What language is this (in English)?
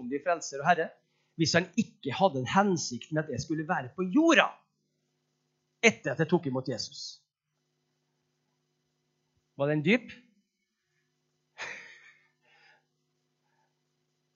Norwegian